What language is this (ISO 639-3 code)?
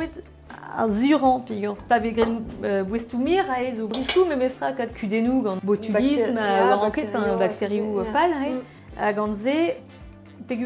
bre